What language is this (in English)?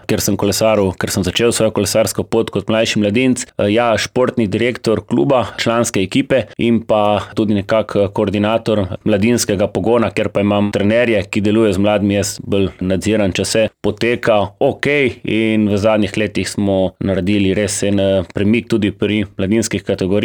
Slovenian